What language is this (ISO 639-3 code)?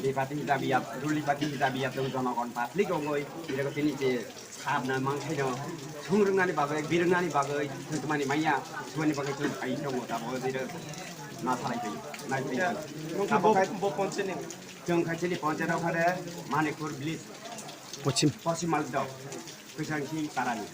ria